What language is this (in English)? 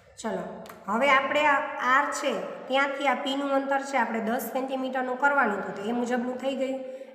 Gujarati